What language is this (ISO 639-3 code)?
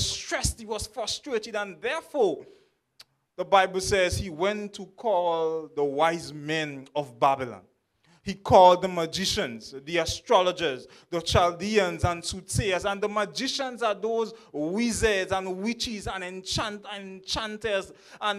eng